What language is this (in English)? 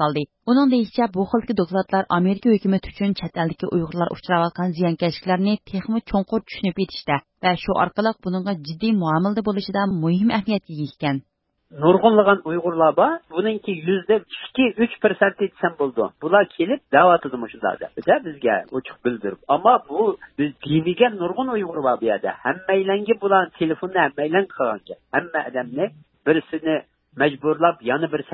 Uyghur